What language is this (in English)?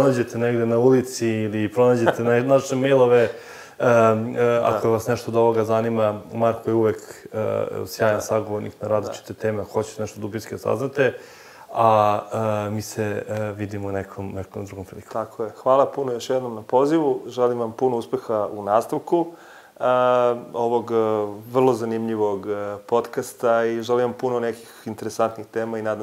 Serbian